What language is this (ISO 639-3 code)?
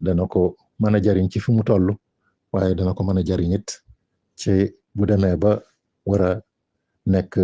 wol